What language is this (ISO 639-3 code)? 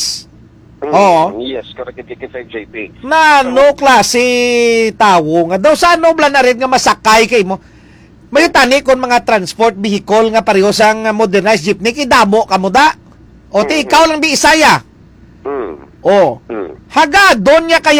hil